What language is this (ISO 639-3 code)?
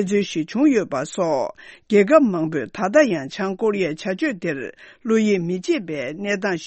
bod